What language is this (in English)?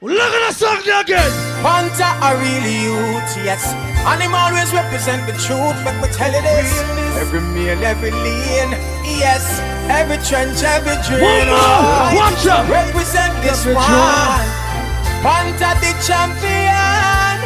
Jamaican Creole English